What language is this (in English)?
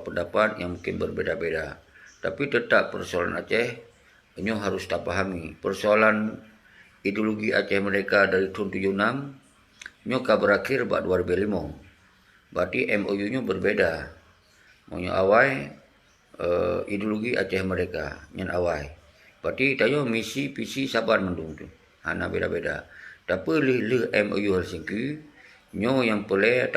Achinese